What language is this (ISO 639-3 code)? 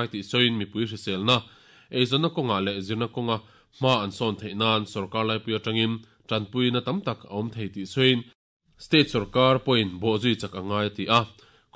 lus